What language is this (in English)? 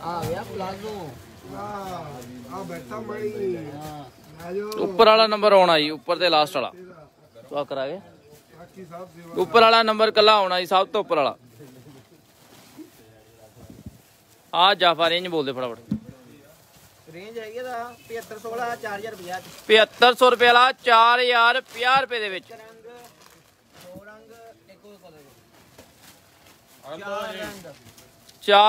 Punjabi